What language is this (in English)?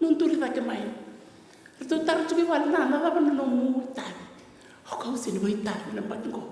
Fijian